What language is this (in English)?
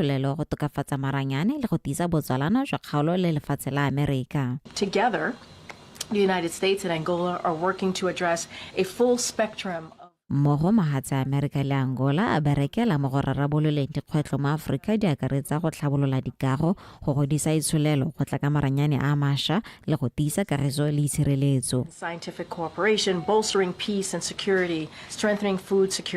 Tswana